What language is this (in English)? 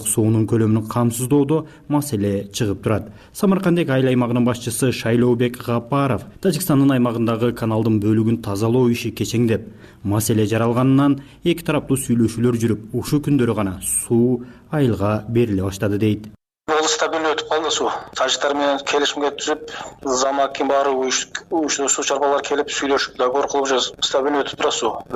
Kyrgyz